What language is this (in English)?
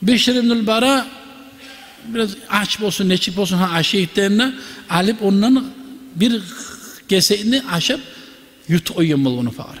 Kumyk